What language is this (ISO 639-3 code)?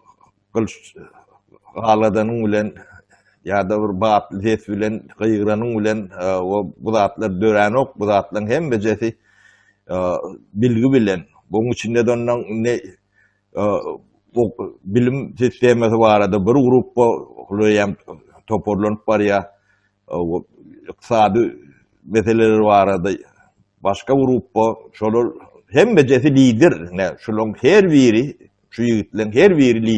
tuk